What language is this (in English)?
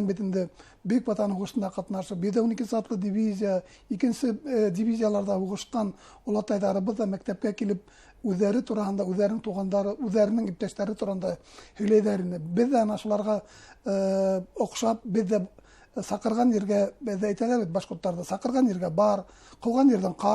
Bashkir